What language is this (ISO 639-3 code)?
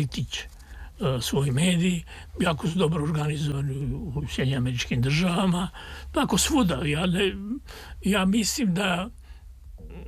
srp